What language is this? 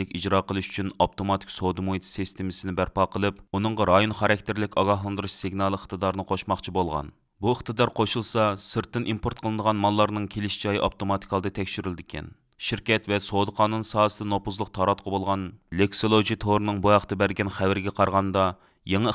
Uyghur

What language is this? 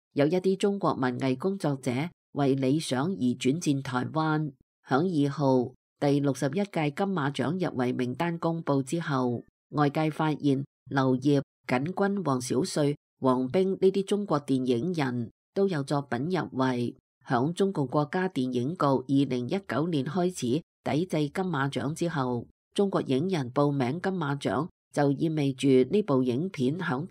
Cantonese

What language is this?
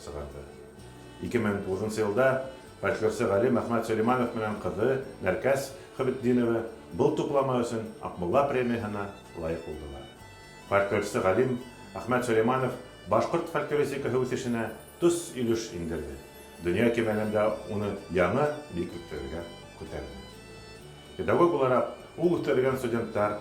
Bashkir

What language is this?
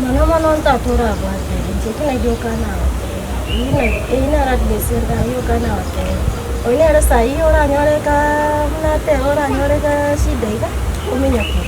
Gusii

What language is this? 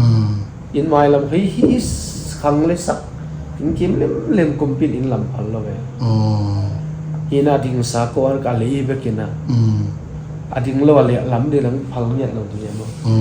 Tedim Chin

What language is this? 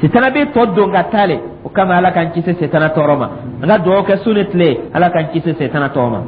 Dyula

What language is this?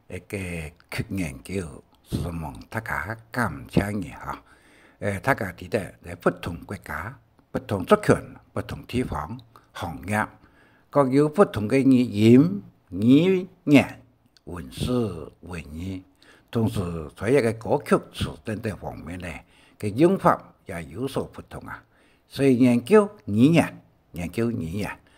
Hakka Chinese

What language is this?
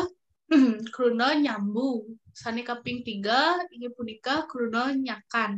Balinese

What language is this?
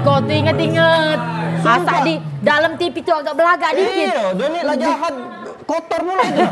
Musi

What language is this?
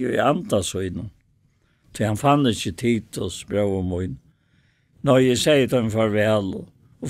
Faroese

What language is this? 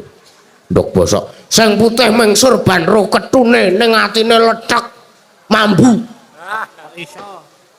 Javanese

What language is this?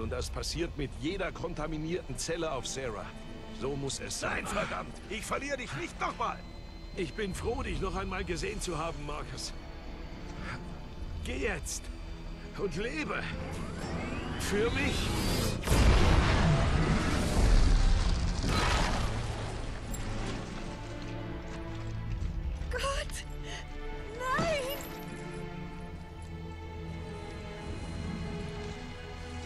German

